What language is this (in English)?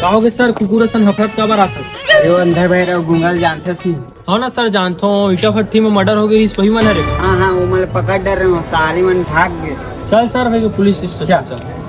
Chhattisgarhi